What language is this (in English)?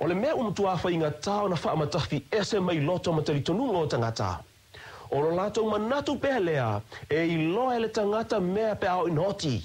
Samoan